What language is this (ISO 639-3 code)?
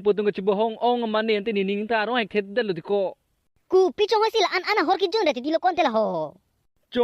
mjw